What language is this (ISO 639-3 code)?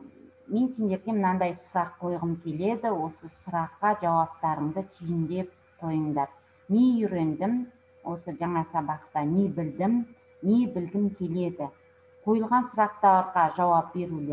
kaz